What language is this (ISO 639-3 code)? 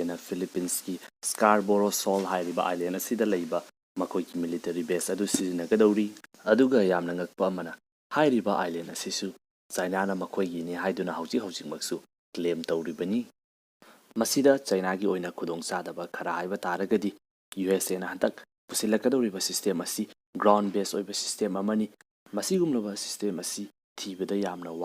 mni